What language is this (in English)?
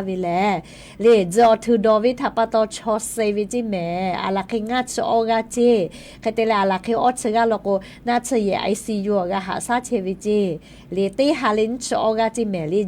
Lahu